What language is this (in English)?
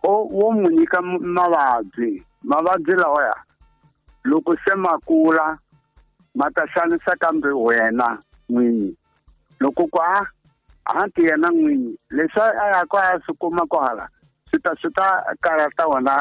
Tsonga